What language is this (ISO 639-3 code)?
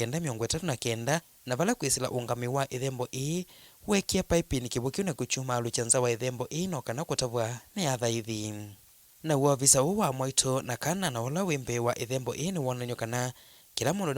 kam